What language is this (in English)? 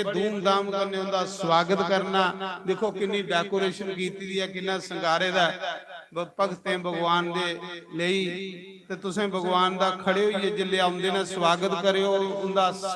Dogri